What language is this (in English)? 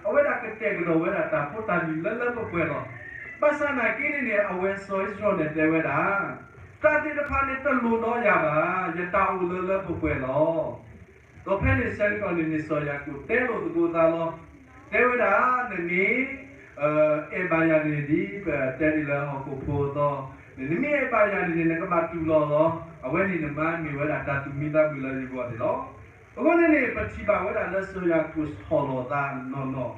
S'gaw Karen